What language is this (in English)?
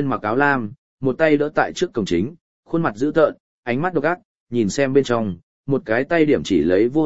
Vietnamese